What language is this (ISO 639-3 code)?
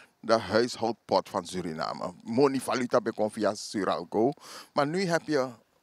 srn